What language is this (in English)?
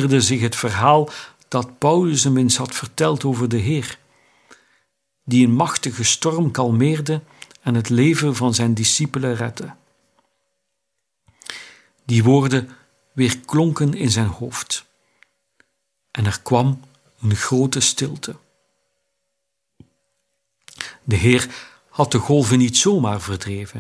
Dutch